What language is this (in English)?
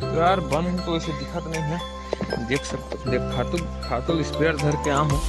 Chhattisgarhi